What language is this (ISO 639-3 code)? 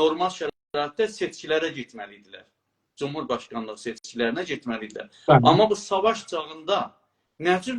azb